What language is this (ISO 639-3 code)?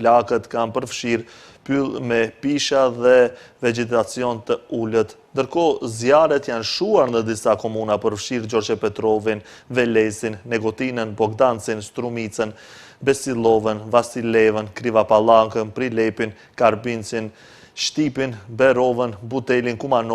sqi